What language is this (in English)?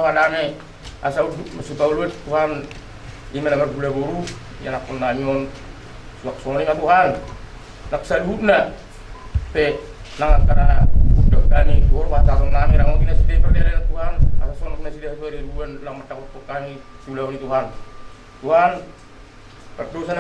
Batak Toba